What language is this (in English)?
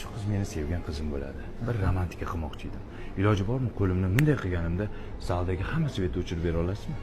Uzbek